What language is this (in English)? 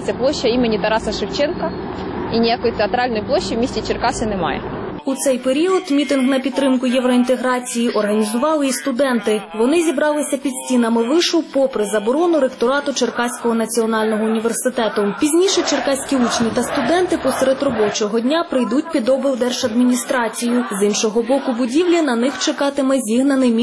Ukrainian